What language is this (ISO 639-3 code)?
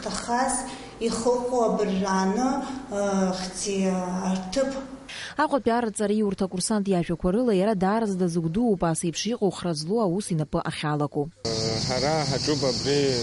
abk